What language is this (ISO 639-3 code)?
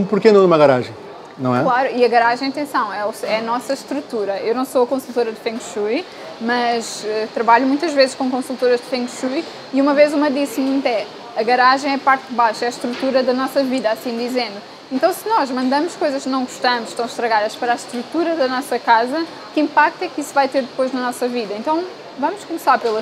por